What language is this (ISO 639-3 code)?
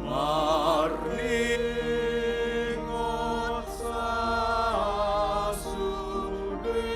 bbc